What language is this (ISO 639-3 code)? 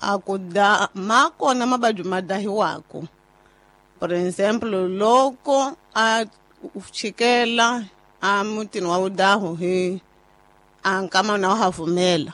tso